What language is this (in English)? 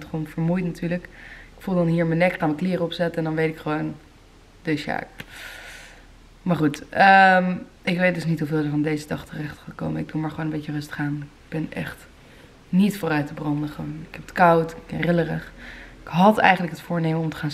Dutch